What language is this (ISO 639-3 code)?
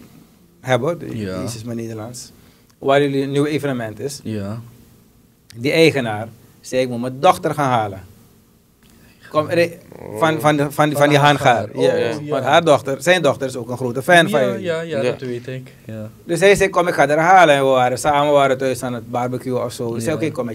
nld